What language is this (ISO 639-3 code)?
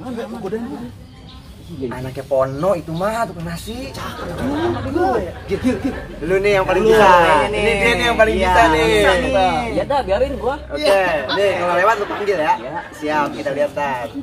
bew